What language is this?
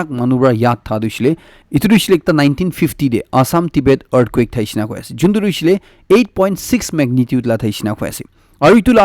Naga Pidgin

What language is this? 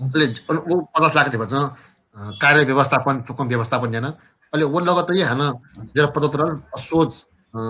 Newari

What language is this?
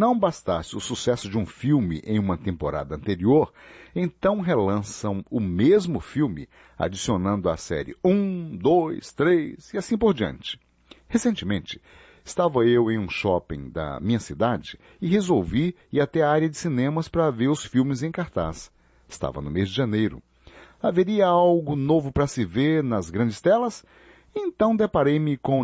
Portuguese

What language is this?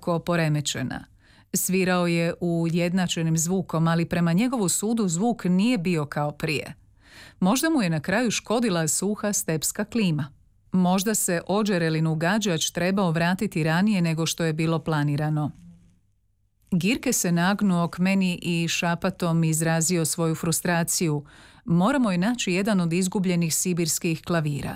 Croatian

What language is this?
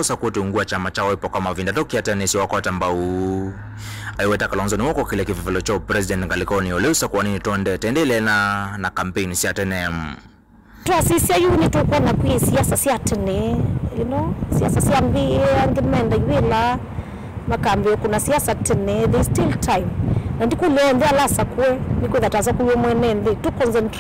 Kamba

